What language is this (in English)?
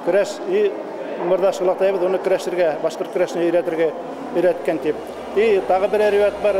Bashkir